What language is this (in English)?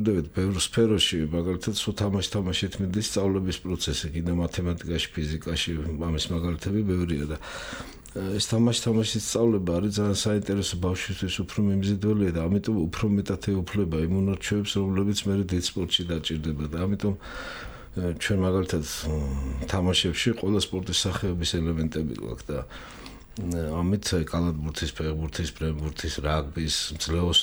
Georgian